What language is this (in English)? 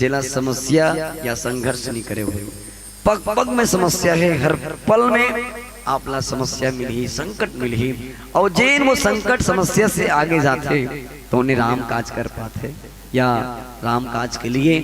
Chhattisgarhi